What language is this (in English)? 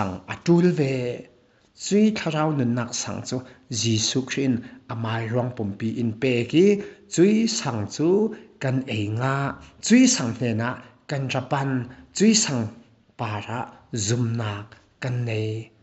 Falam Chin